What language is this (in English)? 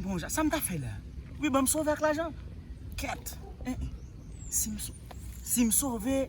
Haitian Creole